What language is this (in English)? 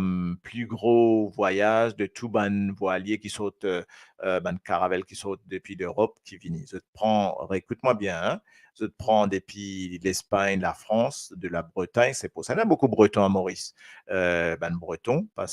Morisyen